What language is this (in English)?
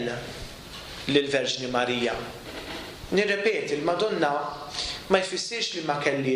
Maltese